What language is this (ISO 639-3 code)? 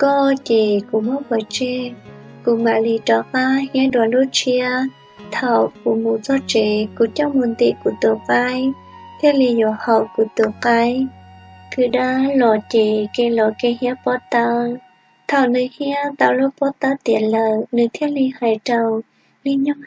hmn